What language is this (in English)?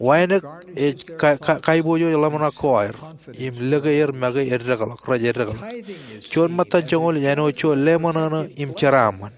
Marshallese